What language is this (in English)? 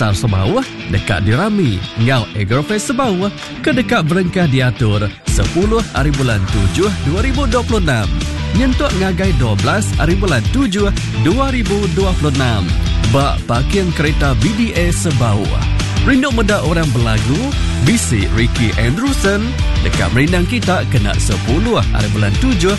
Iban